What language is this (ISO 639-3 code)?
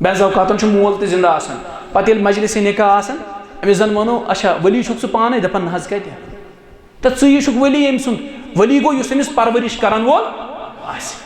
kas